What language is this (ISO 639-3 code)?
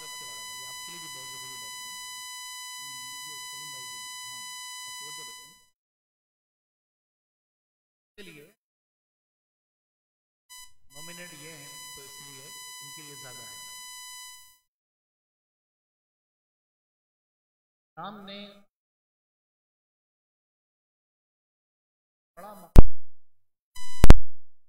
hin